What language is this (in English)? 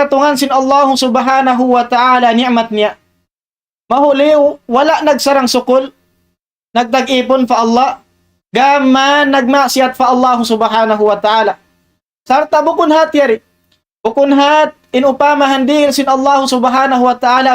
Tausug